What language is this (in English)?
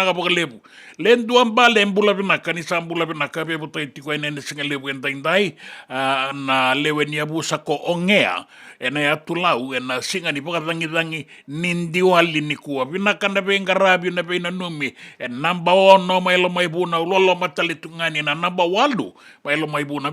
Fijian